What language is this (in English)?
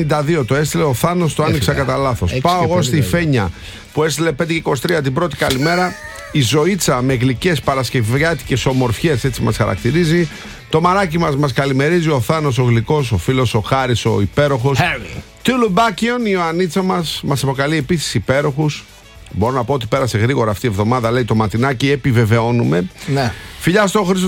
Greek